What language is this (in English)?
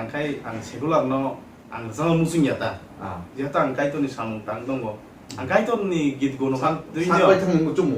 Kok Borok